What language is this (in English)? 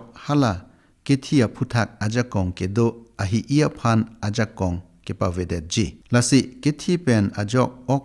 Karbi